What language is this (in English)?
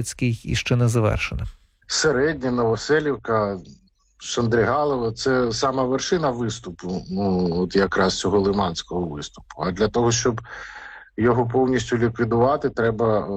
Ukrainian